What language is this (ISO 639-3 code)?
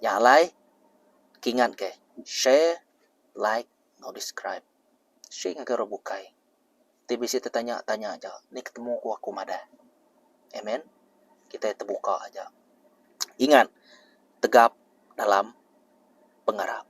iba